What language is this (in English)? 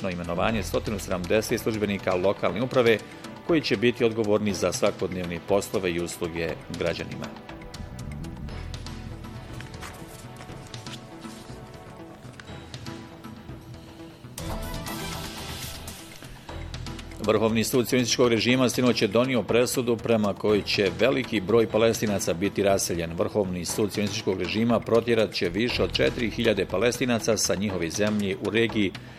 Bosnian